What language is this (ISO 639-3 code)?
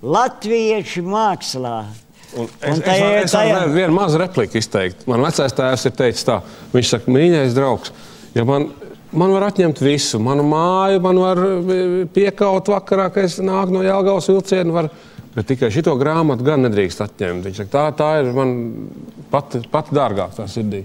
lav